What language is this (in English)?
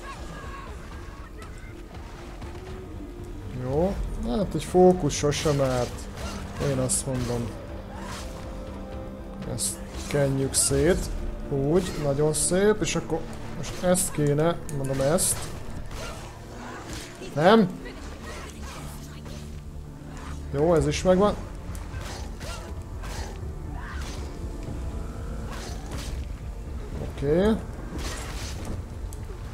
Hungarian